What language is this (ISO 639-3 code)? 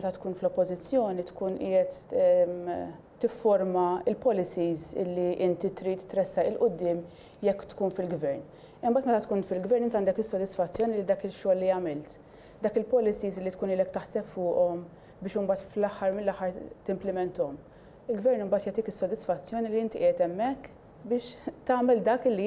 mlt